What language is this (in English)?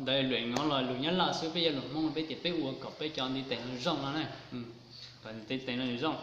Hmong